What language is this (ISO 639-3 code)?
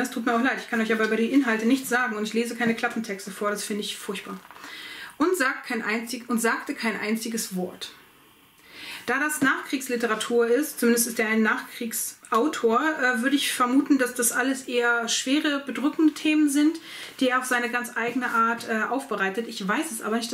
deu